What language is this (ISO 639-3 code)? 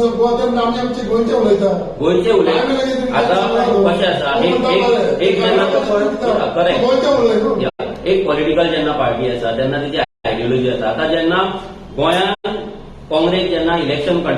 kok